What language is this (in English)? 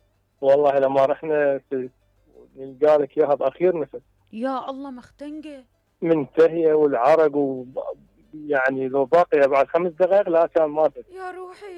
Mesopotamian Arabic